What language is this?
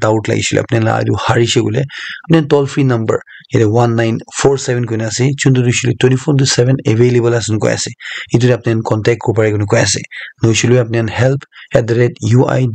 Naga Pidgin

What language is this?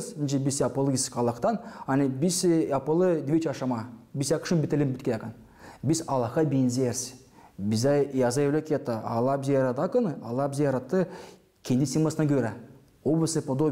Gagauz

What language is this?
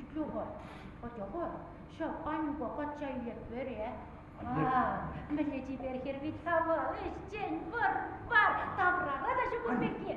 Chuvash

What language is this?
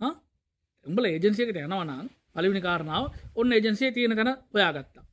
Sinhala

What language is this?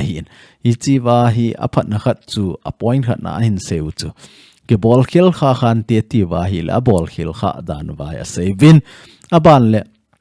Thado Chin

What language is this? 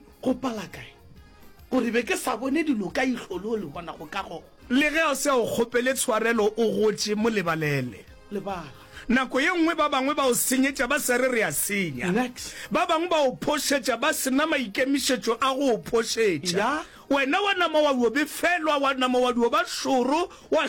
Northern Sotho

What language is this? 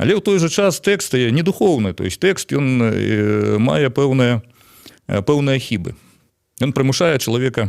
Belarusian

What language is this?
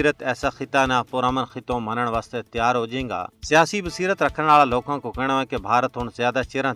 Gujari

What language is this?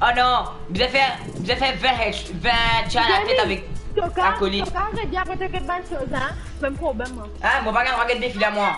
Morisyen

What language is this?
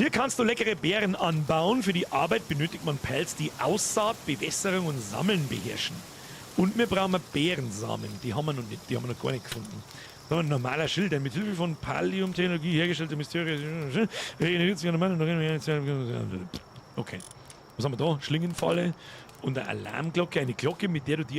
Bavarian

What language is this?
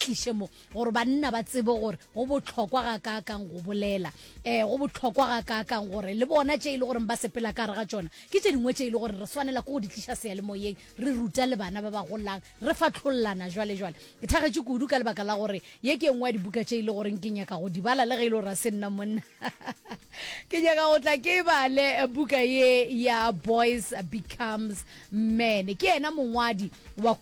Northern Sotho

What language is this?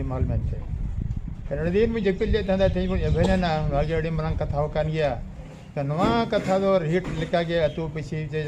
Santali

